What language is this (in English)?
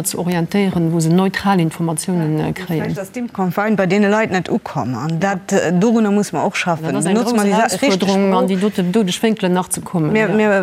Luxembourgish